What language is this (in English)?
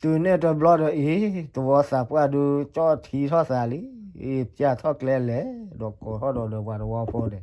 S'gaw Karen